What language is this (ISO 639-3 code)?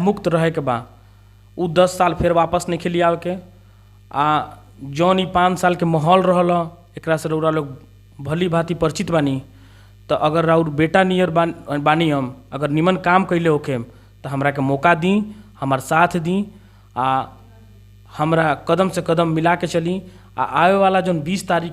bho